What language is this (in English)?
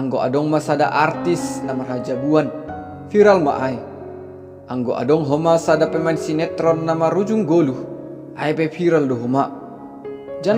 Batak Simalungun